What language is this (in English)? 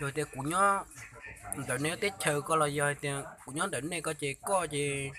Hmong